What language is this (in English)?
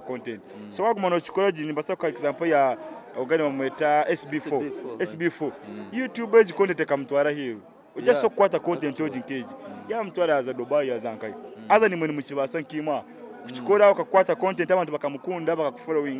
Nyankole